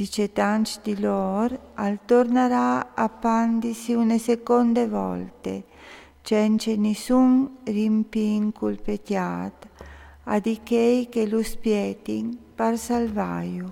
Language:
Friulian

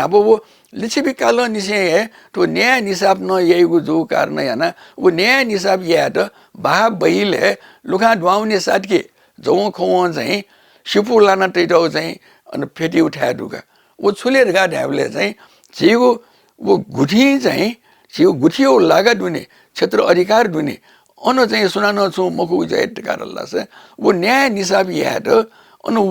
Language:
Newari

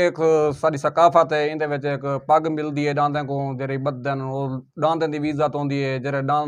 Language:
Saraiki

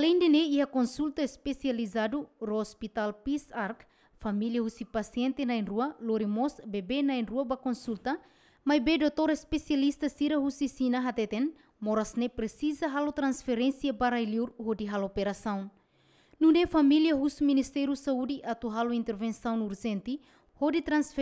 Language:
Tetum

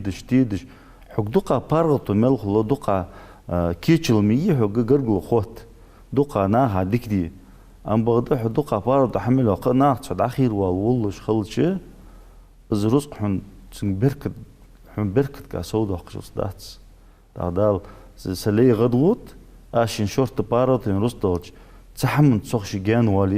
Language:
Ingush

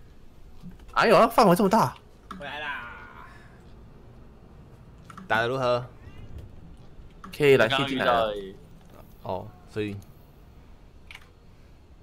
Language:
Chinese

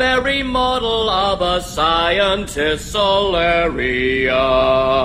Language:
Norwegian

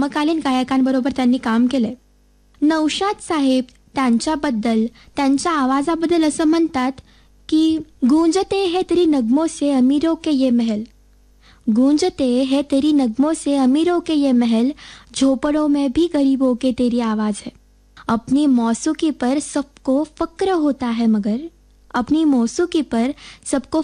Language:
Marathi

